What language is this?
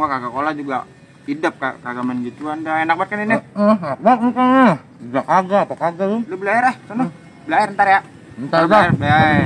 Betawi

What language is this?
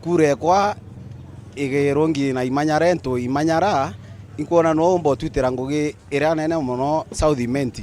Meru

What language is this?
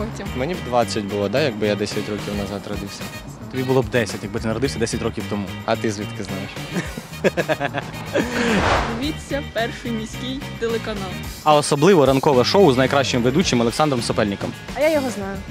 Ukrainian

